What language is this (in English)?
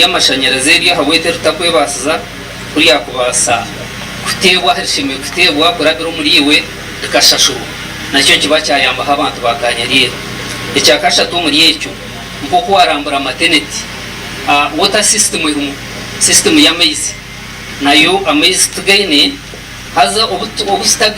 Nyankole